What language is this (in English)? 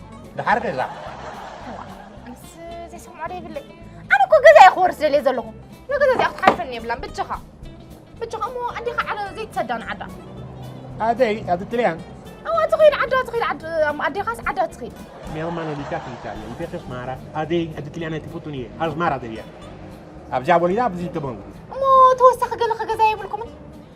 Tigrinya